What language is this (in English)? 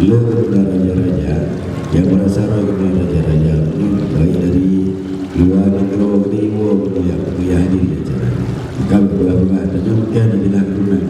Achinese